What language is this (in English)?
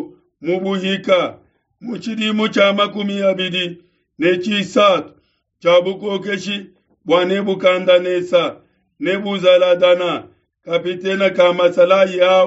Luba-Lulua